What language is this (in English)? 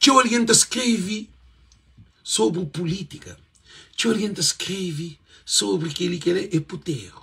Kabuverdianu